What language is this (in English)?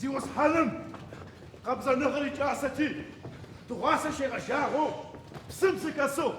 Adyghe